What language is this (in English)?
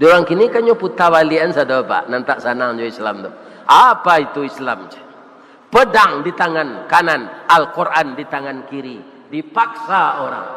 Minangkabau